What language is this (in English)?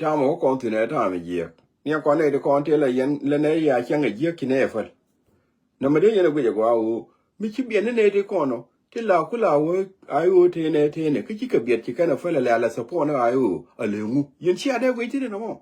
Nuer